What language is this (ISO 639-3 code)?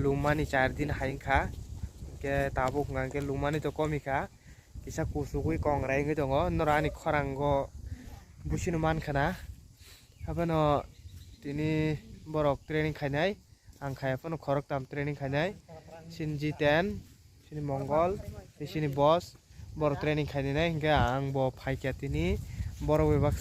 trp